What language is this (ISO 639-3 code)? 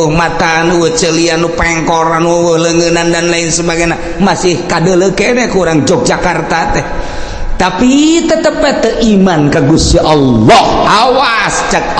sun